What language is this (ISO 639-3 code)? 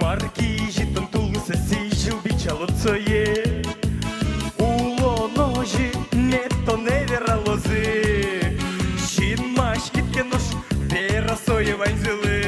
udm